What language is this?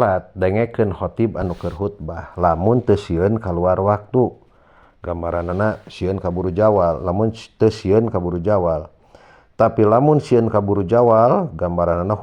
Sundanese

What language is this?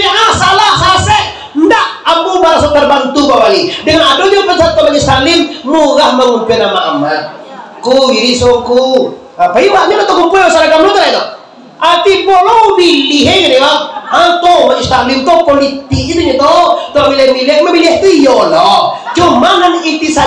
Minangkabau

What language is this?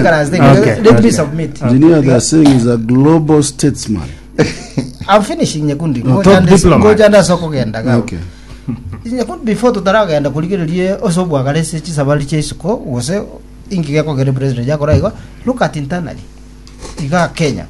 Gusii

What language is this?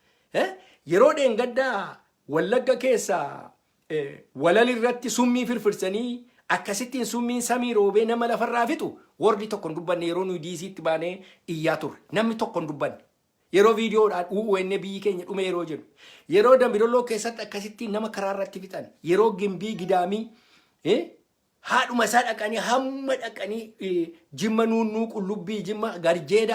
Oromo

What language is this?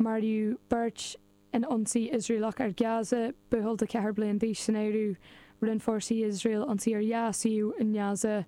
Irish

